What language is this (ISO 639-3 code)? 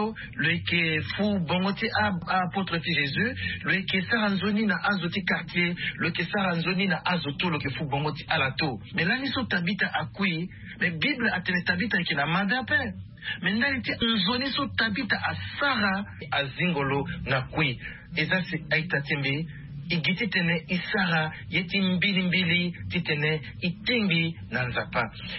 sag